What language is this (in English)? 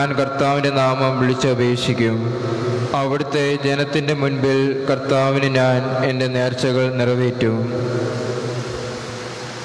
Malayalam